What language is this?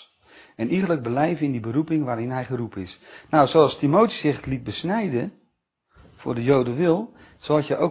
Dutch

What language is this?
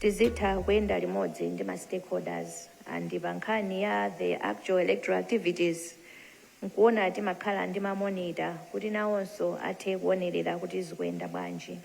Nyanja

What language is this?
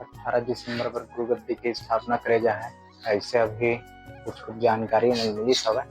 Chhattisgarhi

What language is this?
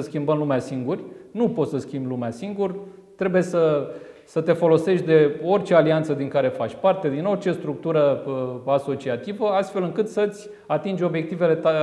Romanian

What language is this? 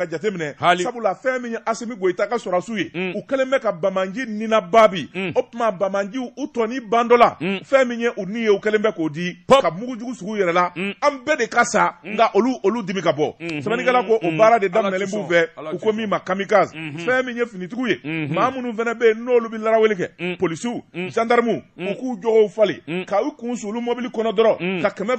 Bambara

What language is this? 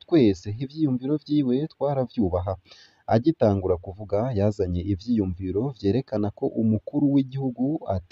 Rundi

